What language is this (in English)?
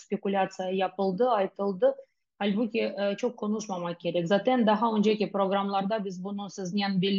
Crimean Tatar